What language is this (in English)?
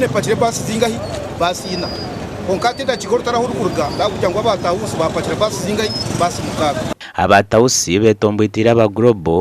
Nyankole